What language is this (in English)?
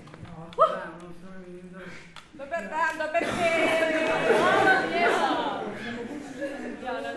Croatian